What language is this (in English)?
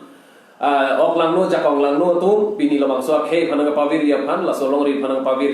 Karbi